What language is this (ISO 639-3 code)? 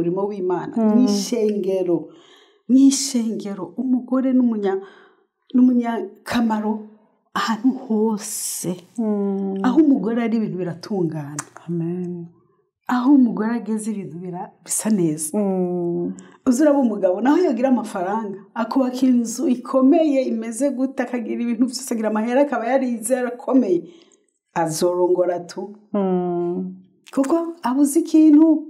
run